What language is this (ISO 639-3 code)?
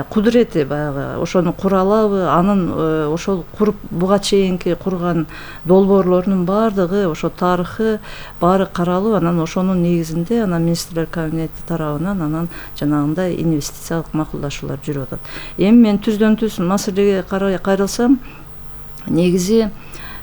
kir